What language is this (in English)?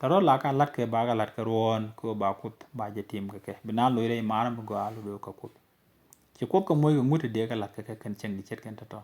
Nuer